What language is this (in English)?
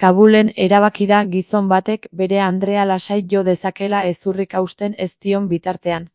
Basque